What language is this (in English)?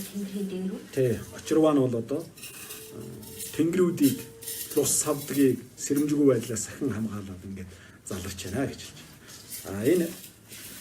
Mongolian